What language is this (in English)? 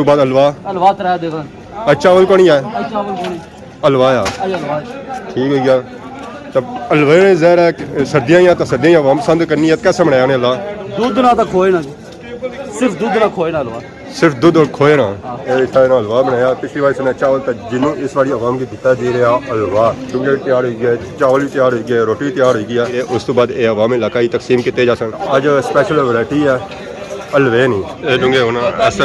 Pahari-Potwari